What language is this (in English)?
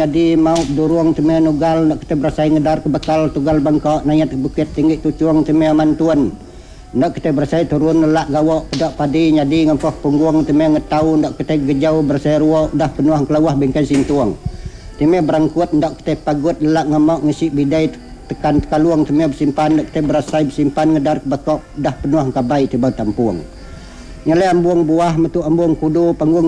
Iban